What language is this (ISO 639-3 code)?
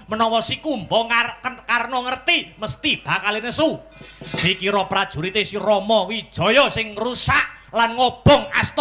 jav